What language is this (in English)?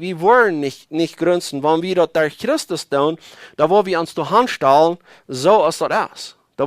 Plautdietsch